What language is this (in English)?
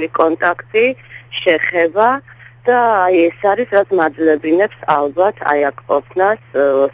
Georgian